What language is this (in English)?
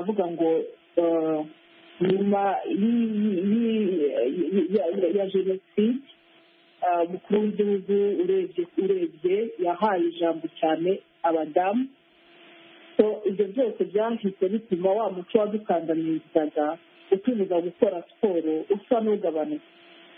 Kinyarwanda